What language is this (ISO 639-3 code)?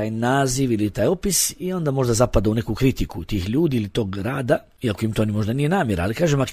bos